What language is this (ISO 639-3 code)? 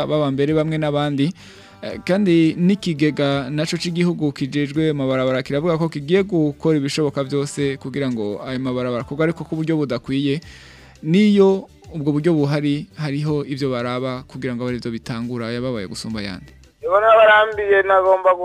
run